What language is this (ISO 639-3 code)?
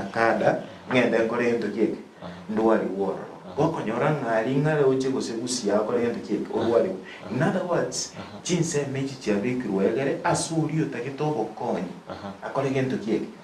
guz